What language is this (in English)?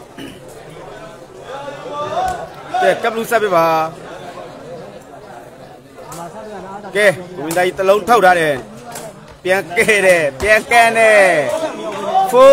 Burmese